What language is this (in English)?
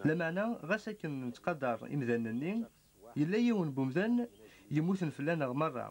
Kabyle